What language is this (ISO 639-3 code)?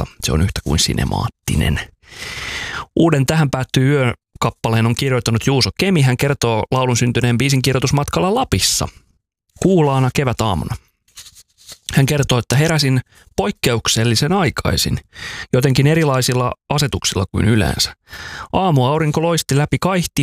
fin